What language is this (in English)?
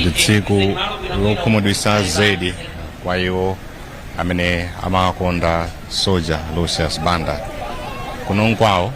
Nyanja